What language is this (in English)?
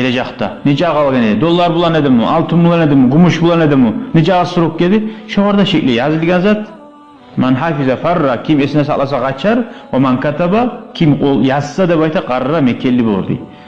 Kumyk